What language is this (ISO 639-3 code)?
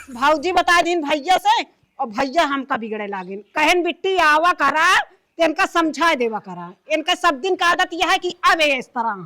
awa